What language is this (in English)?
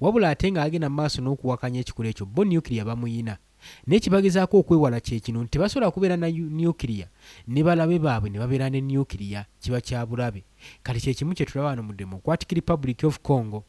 Ganda